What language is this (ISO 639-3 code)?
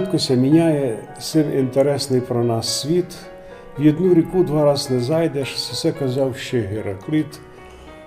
rue